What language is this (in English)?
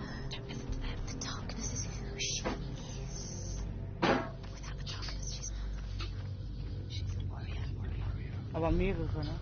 Swiss German